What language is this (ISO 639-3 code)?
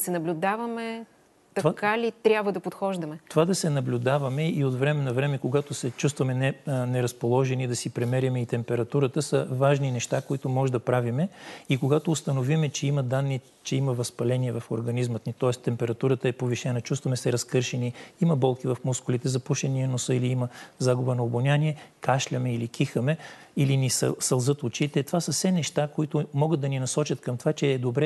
bul